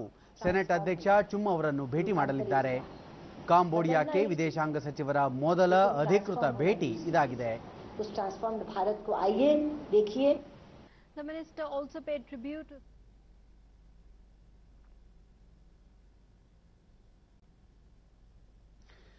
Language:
Kannada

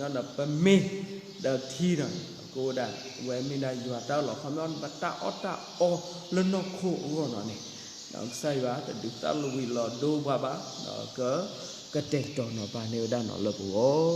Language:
S'gaw Karen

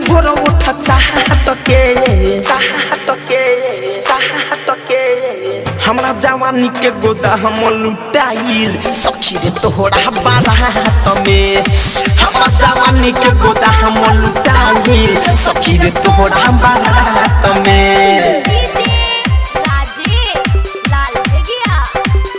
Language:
Bhojpuri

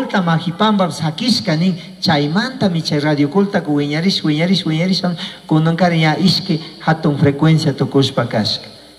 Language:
Chimborazo Highland Quichua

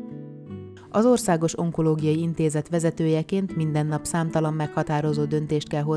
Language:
Hungarian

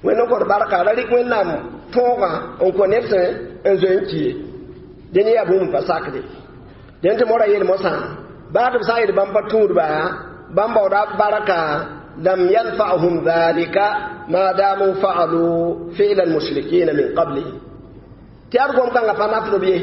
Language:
Mossi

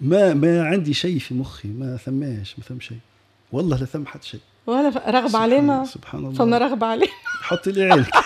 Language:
Tunisian Arabic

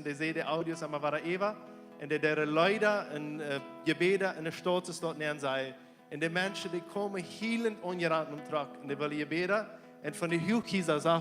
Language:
Plautdietsch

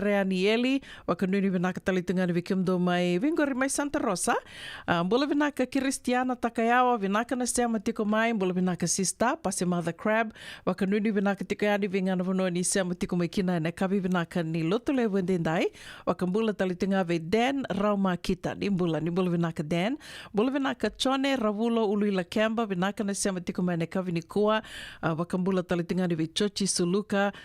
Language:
Fijian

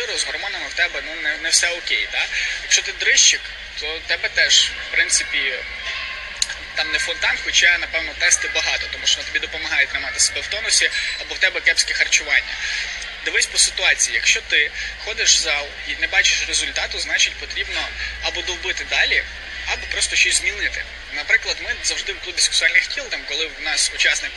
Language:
Ukrainian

